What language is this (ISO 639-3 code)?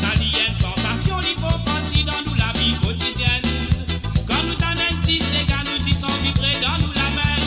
mfe